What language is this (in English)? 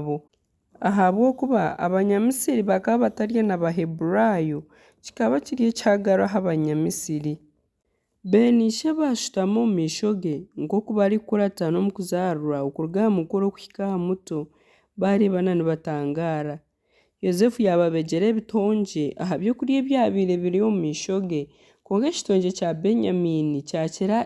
Nyankole